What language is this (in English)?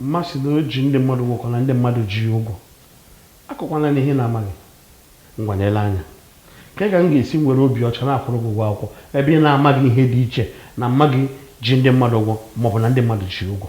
Igbo